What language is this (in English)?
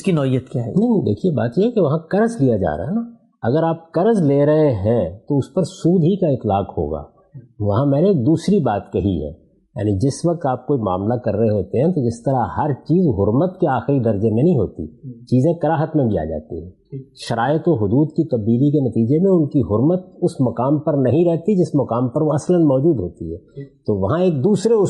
Urdu